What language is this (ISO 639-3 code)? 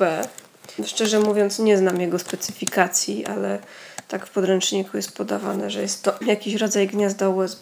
pol